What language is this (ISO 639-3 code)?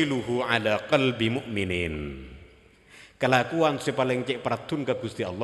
mad